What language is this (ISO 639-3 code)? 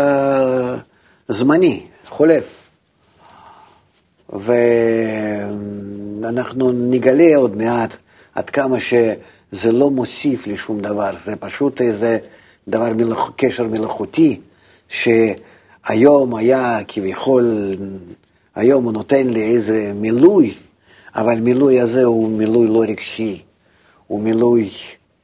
heb